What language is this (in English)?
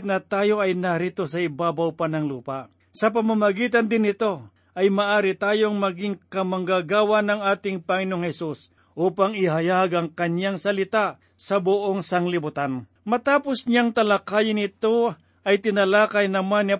Filipino